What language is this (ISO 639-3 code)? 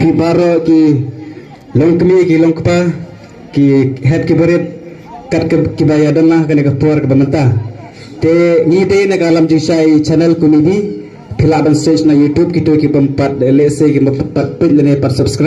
kha